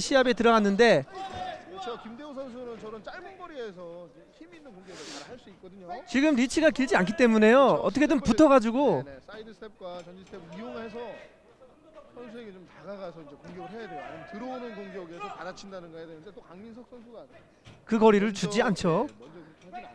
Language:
Korean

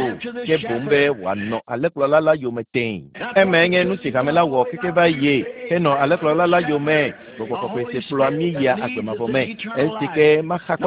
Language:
Ewe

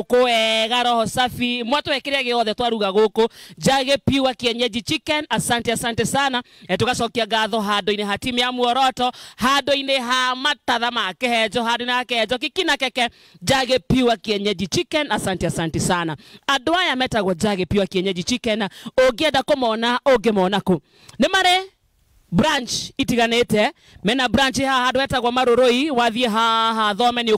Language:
Kikuyu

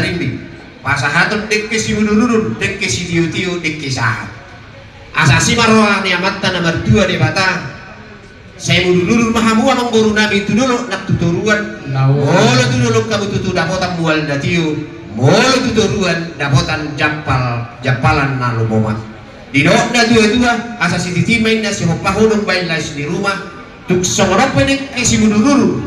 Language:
Batak Toba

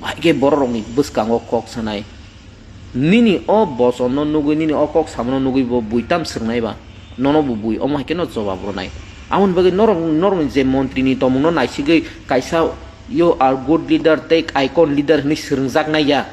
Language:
Kok Borok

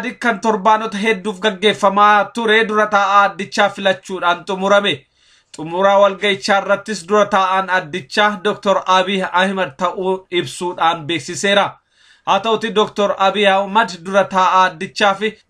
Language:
Oromo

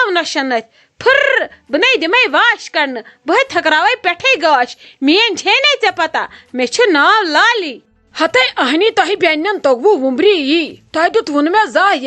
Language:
Kashmiri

